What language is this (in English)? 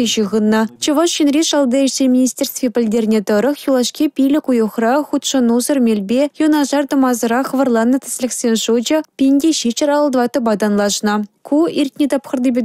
Chuvash